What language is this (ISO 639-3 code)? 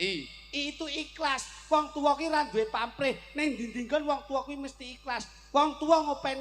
jav